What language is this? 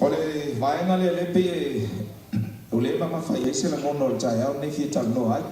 Samoan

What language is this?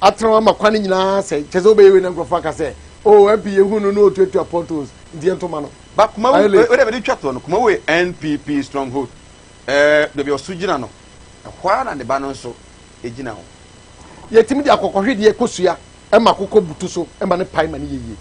Akan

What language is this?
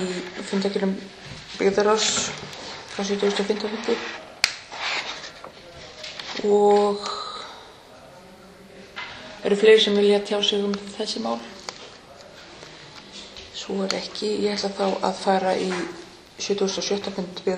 Icelandic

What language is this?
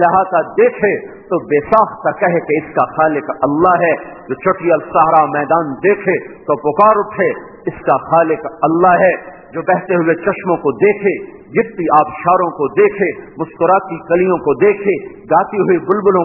Urdu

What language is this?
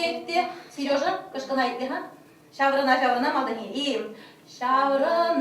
Chuvash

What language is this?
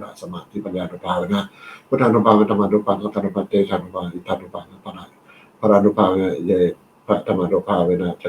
Pali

